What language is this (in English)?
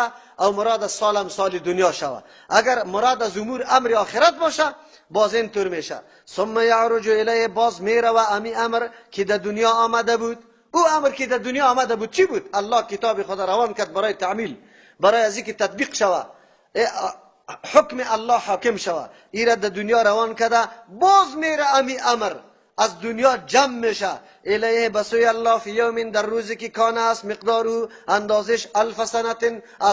Persian